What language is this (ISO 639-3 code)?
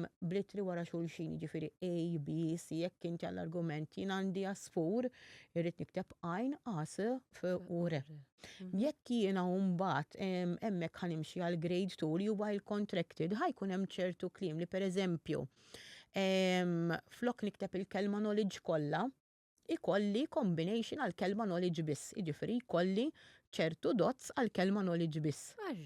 mlt